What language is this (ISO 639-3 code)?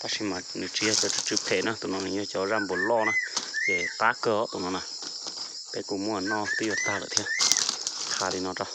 hmn